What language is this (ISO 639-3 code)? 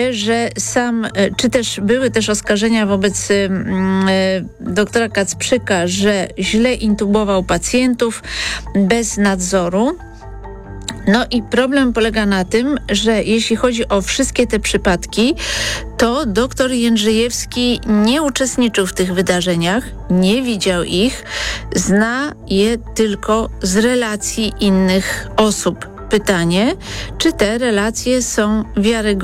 pol